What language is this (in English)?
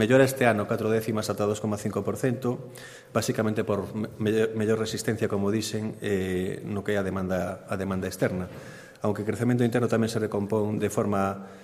Galician